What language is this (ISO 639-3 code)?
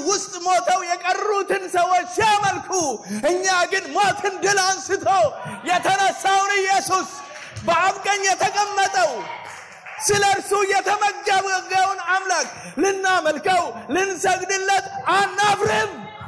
amh